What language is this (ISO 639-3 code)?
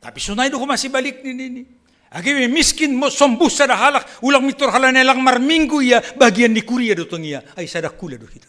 bts